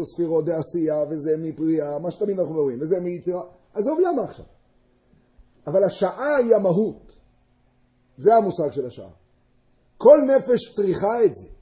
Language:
Hebrew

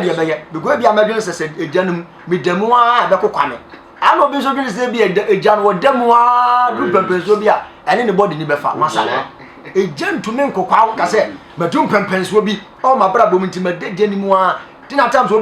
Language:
Akan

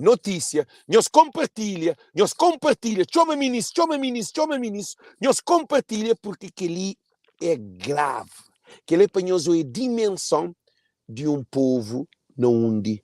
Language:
Kabuverdianu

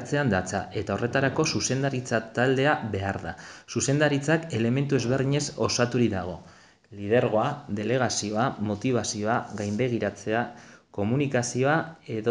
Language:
Basque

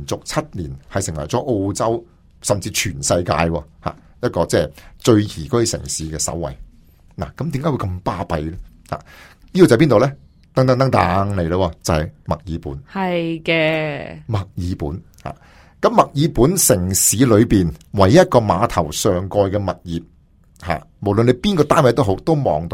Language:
Cantonese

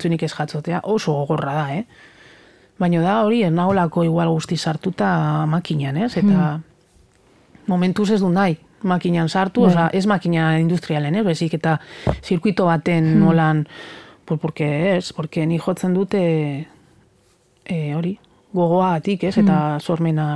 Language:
Basque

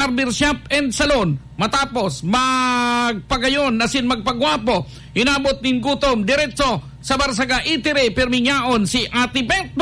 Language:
Bikol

